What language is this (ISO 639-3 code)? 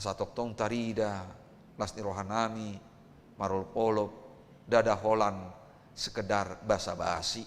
bbc